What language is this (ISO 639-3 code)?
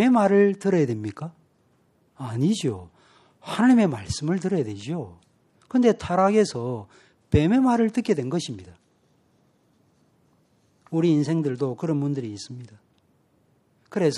kor